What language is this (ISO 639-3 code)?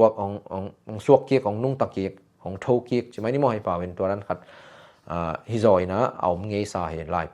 ctd